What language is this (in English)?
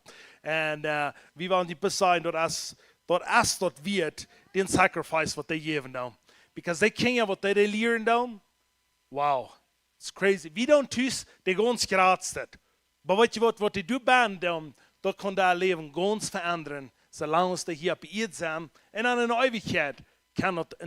Plautdietsch